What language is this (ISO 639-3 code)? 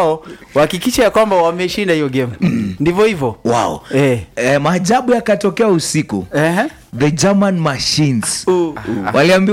swa